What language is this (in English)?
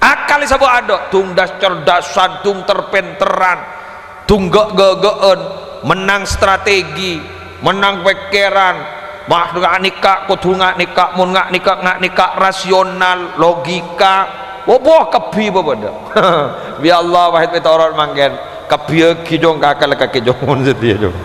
Madurese